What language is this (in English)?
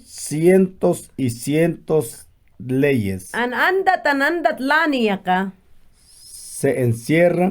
Mayangna